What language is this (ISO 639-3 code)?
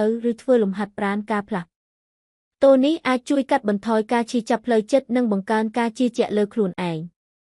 khm